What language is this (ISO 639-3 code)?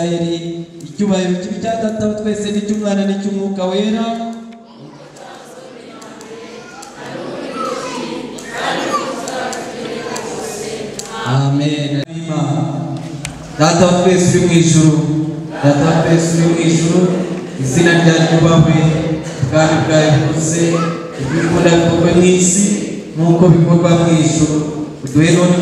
kin